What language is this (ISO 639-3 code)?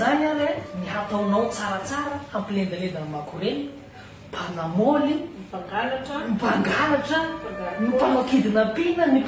mlg